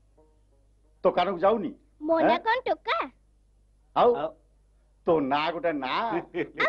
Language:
Odia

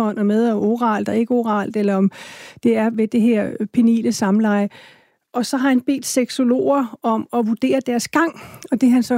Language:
Danish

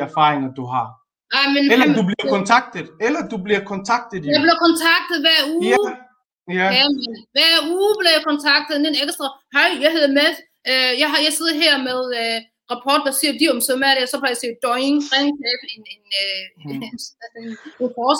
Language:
Danish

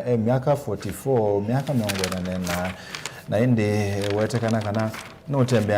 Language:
Kamba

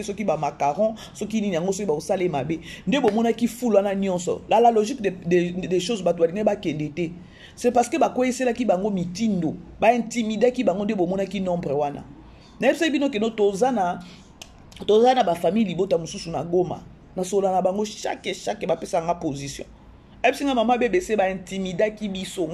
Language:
Lingala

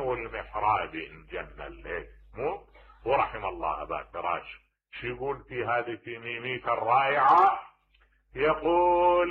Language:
Mesopotamian Arabic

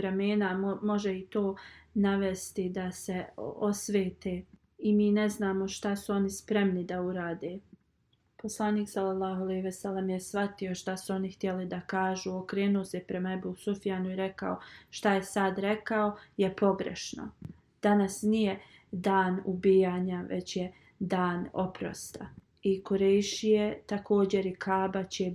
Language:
Bosnian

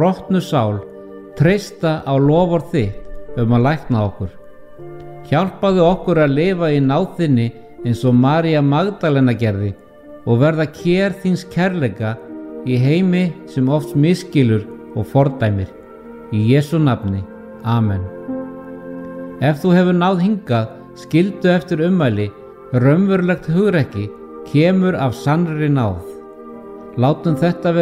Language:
Icelandic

